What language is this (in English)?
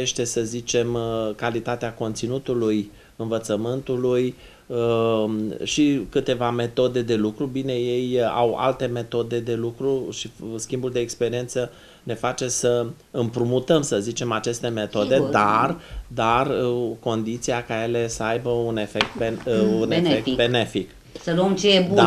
Romanian